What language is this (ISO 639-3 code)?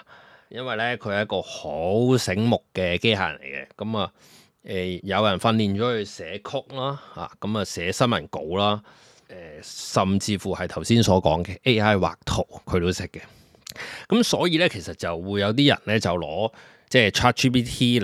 yue